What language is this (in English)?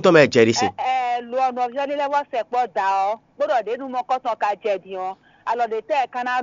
Fon